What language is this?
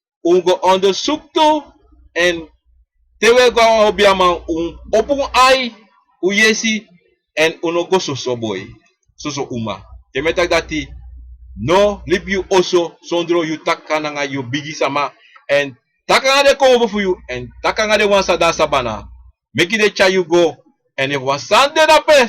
Sranan Tongo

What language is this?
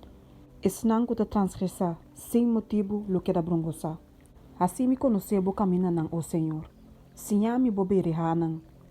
Papiamento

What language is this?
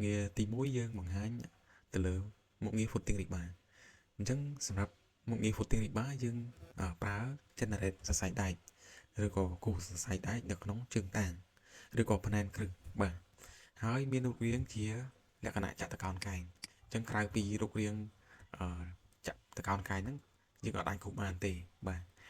Khmer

